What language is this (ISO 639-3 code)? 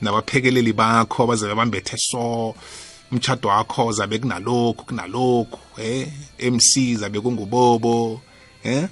nbl